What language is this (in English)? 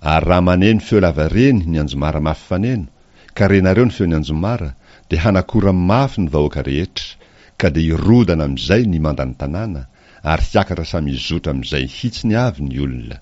Malagasy